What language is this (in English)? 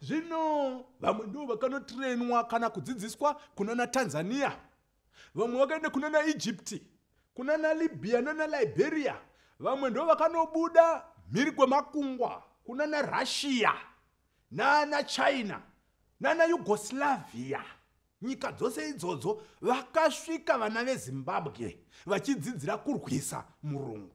Shona